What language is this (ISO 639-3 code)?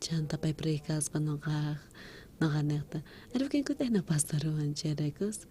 quh